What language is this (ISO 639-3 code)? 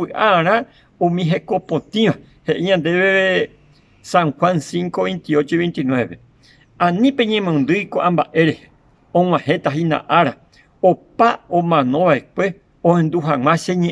grn